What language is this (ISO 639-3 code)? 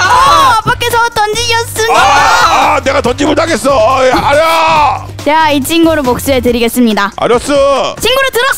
kor